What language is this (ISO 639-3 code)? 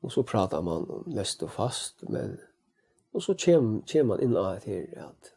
fao